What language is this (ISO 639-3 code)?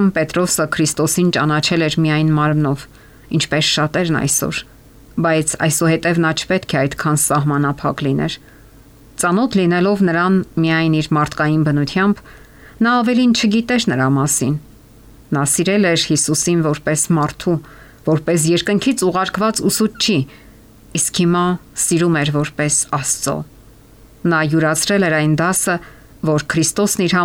hye